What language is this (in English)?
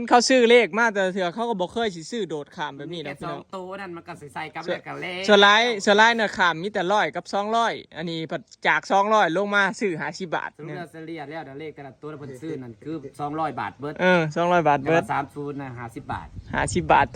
Northeastern Thai